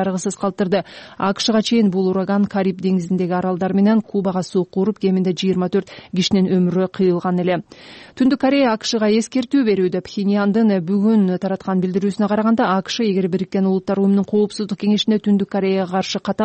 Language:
Kyrgyz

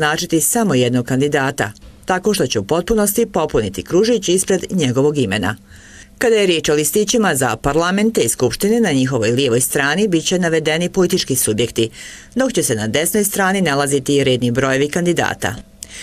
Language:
Bosnian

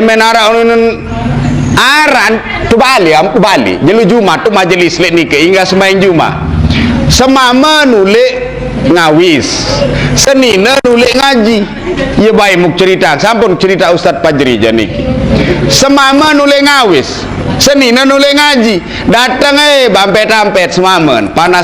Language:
Sasak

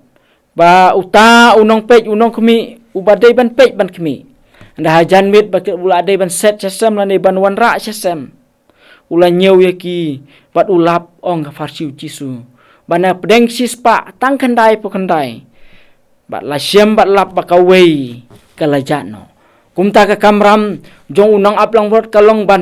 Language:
Khasi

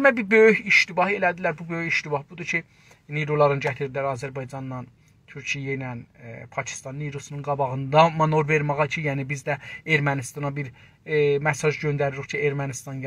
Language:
South Azerbaijani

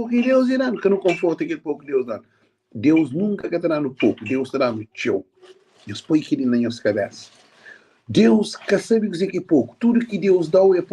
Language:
Kabuverdianu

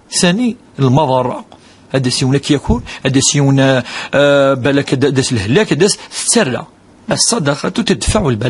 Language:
Kabyle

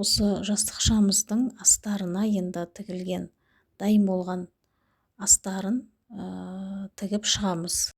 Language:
Kazakh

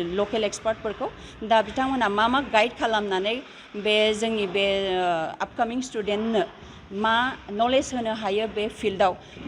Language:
Bodo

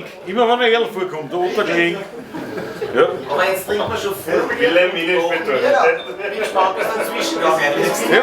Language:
Bavarian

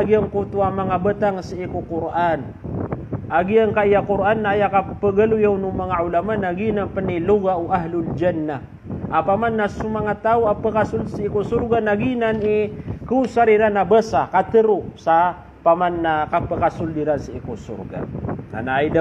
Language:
Maranao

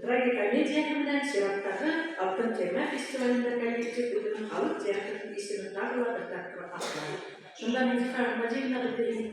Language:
Bashkir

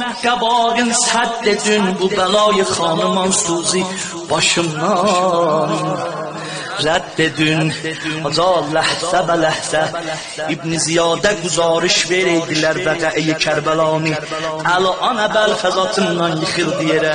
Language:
South Azerbaijani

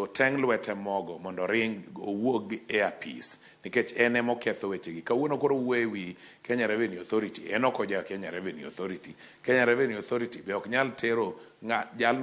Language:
Luo (Kenya and Tanzania)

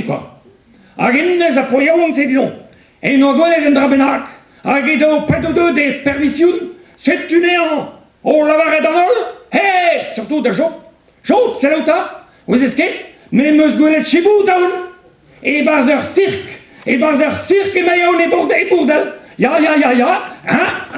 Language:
Breton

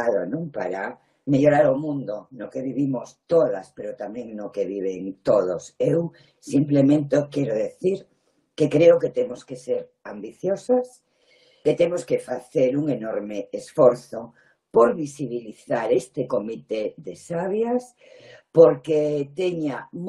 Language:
Galician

